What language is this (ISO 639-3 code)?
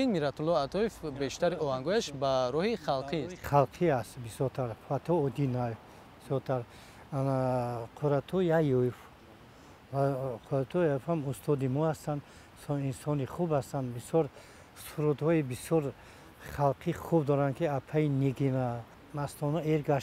tgk